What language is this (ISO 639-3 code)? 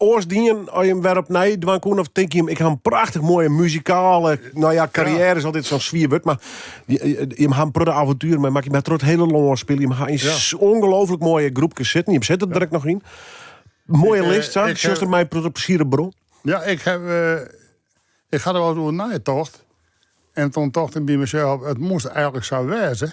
fry